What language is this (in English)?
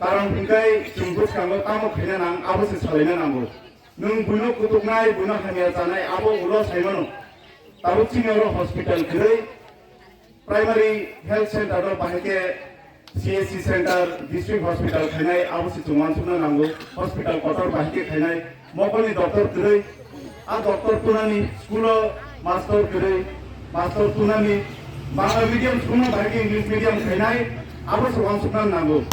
Kok Borok